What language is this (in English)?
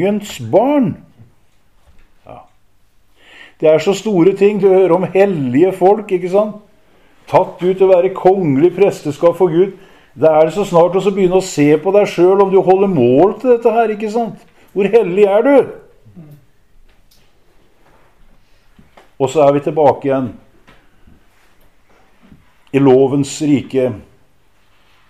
Norwegian